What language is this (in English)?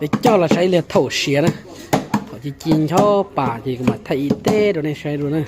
Hmong